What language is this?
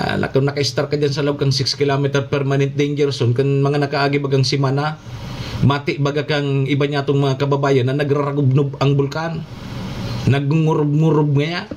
Bikol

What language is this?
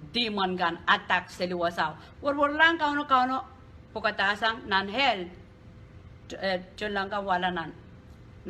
Pohnpeian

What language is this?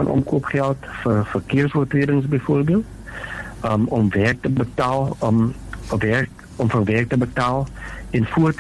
Afrikaans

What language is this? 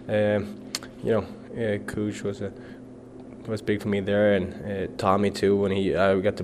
English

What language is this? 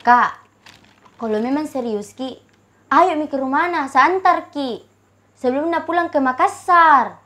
Makassar Malay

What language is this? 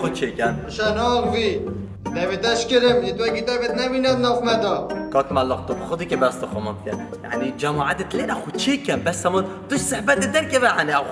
Kurdish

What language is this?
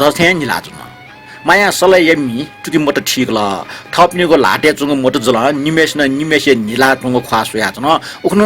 Newari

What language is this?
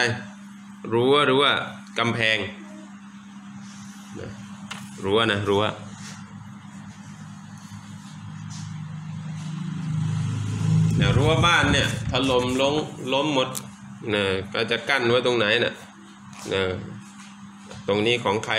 Thai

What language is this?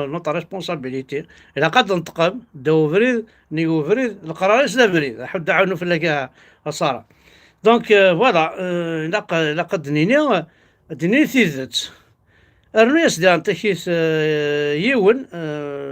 Kabyle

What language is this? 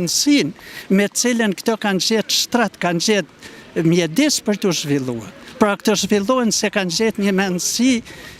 Albanian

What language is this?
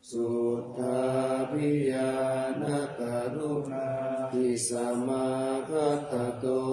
Pali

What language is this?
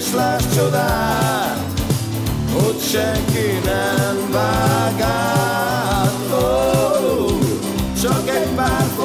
Hungarian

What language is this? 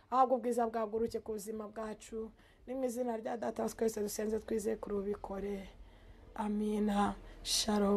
Kinyarwanda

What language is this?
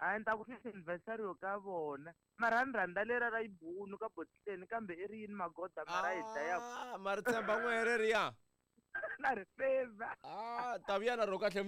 Tsonga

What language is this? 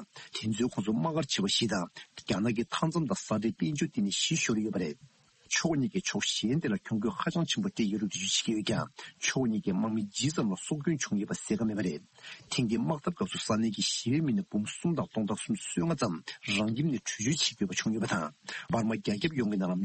Tibetan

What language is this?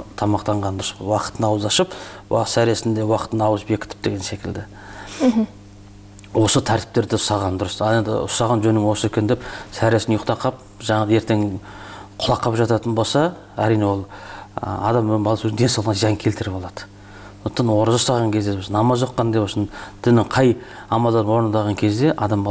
Kazakh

